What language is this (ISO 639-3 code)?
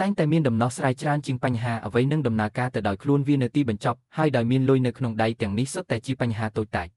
khm